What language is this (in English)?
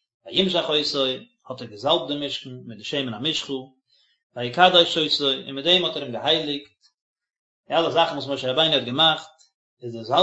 Yiddish